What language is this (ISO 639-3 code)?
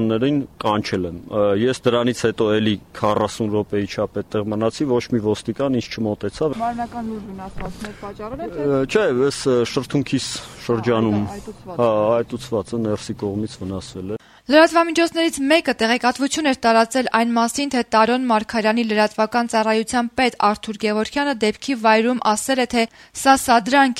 hye